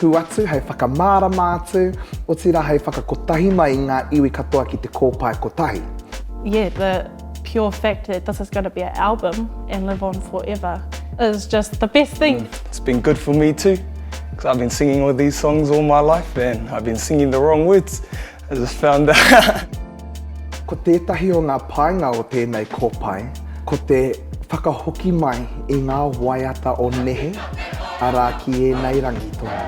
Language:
Māori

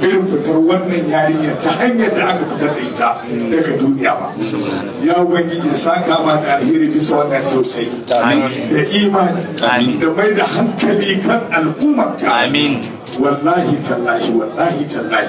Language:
Hausa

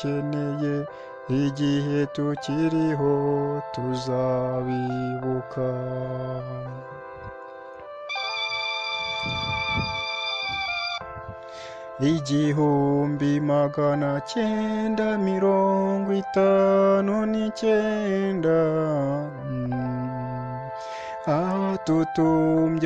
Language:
Kinyarwanda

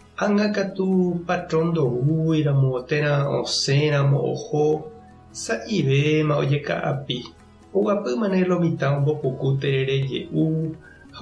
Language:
Guarani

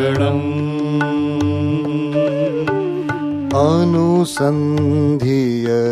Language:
Gujarati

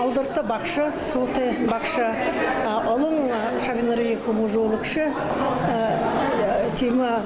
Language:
Buriat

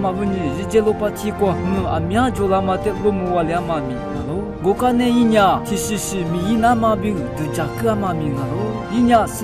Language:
Lisu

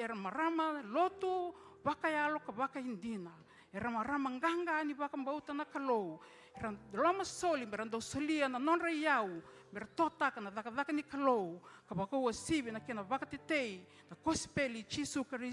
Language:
Fijian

